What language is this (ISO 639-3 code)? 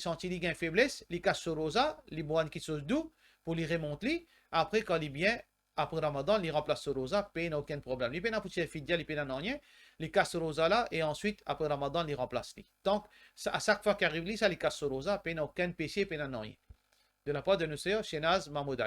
mfe